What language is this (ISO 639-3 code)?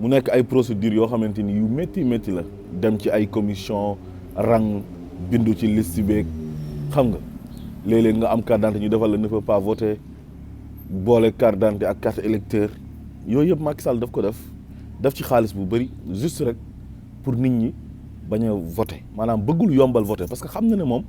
wol